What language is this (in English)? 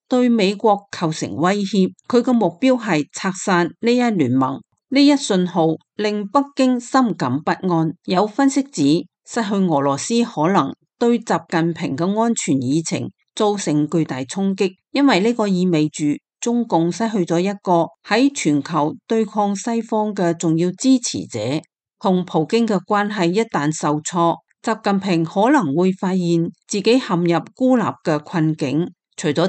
Cantonese